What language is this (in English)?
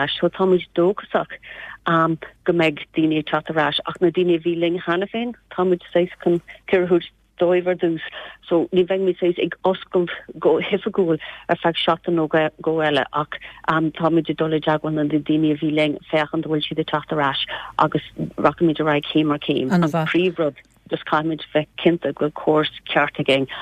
Irish